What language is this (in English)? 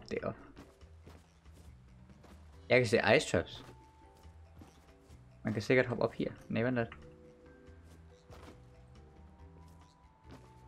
Danish